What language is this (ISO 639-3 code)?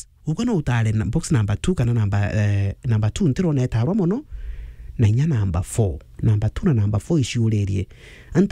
mer